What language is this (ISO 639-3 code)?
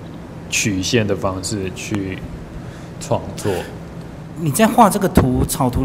zho